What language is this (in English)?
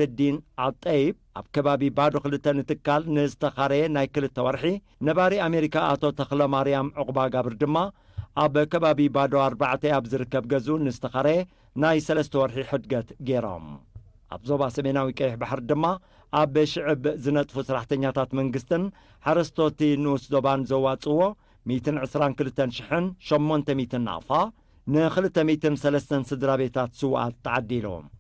Tigrinya